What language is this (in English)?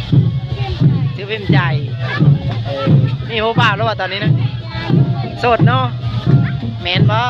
Lao